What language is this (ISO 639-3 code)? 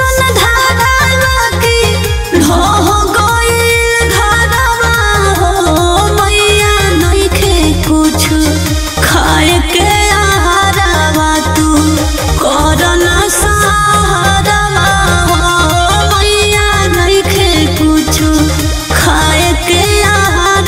bho